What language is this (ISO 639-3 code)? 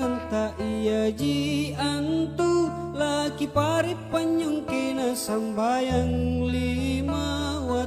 mak